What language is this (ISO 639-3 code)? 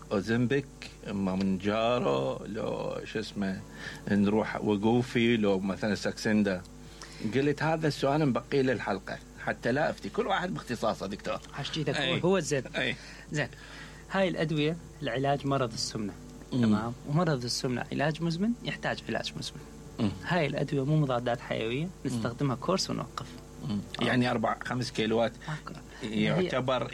acm